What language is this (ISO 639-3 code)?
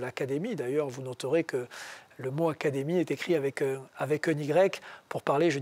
fra